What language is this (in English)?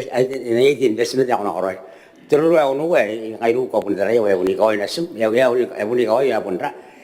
Gilbertese